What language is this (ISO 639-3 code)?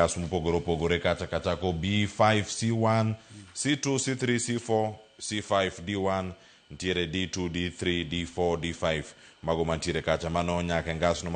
luo